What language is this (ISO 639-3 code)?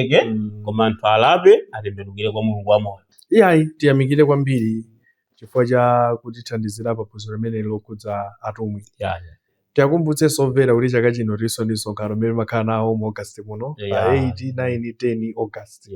nya